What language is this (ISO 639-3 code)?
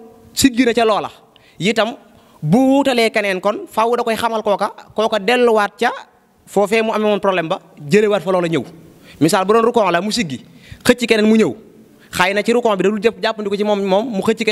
wol